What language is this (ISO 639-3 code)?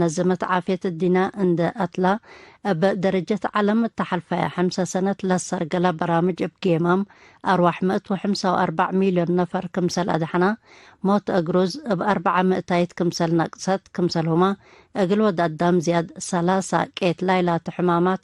tig